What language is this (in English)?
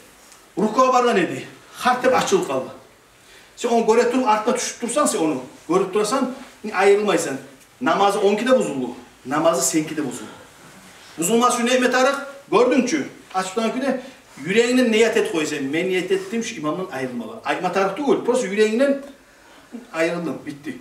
Kumyk